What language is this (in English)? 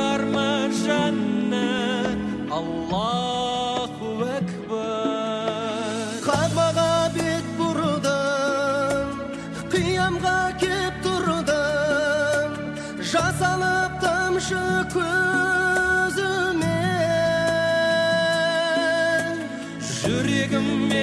Kazakh